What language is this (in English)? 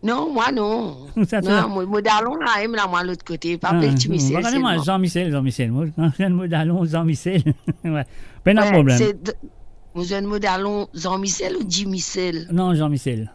Morisyen